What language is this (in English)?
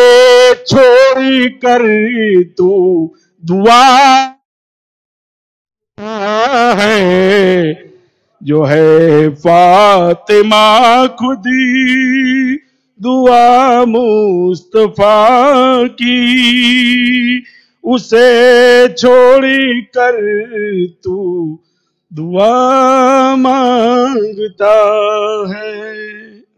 Urdu